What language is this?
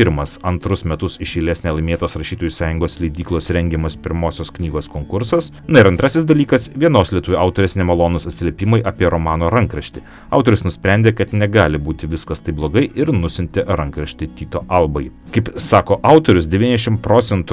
Lithuanian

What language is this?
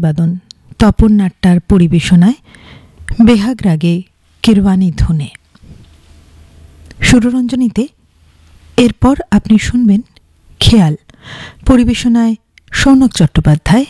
Bangla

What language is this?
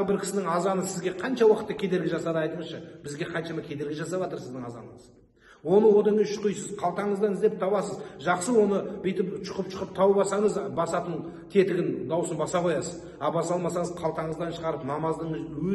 Kazakh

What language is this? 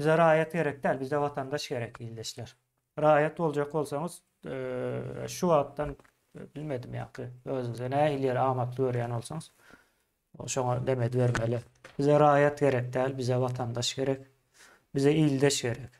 Turkmen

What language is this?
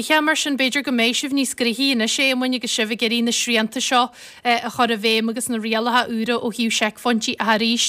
Irish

